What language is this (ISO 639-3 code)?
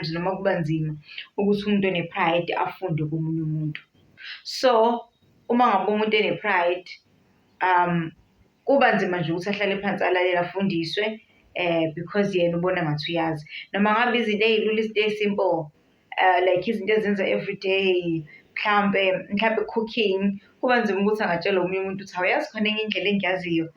zul